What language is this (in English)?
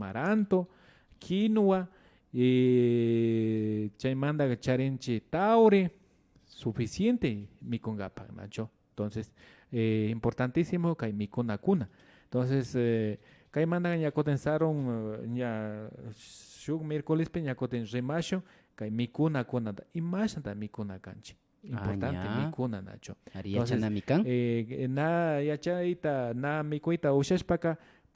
Imbabura Highland Quichua